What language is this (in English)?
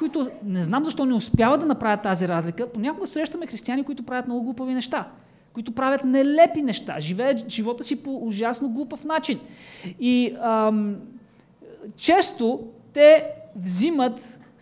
Bulgarian